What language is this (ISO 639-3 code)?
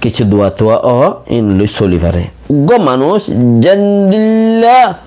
rhg